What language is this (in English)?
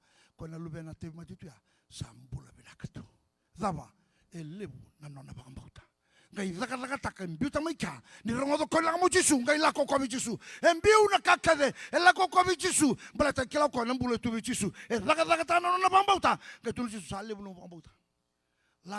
Fijian